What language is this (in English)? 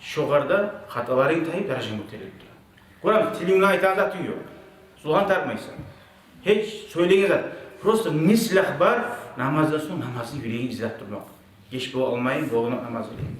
Kumyk